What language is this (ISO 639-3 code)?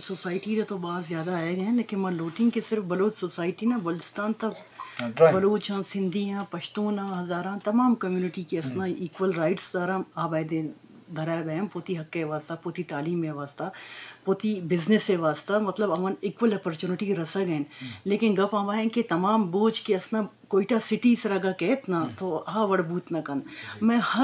bgp